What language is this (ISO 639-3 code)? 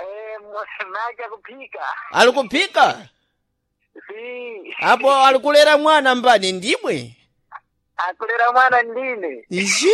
seh